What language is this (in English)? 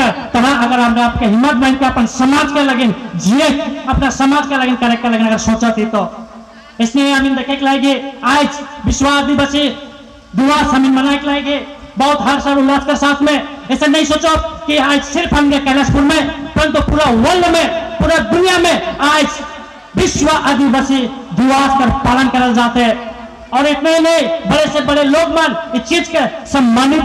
Sadri